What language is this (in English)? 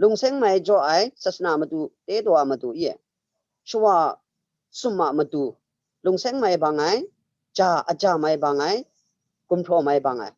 Kachin